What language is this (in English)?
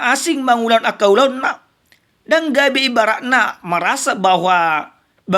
Batak Toba